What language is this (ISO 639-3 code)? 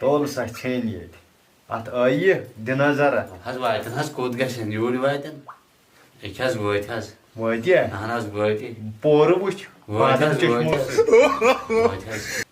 kas